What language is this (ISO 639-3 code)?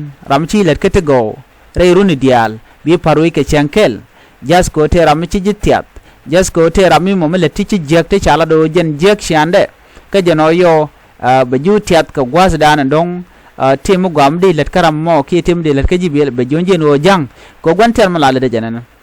nus